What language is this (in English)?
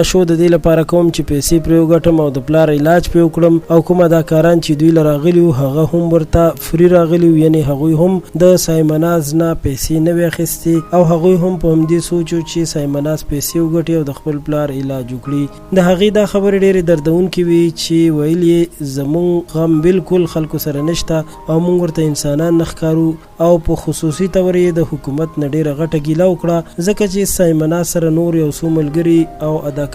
Pashto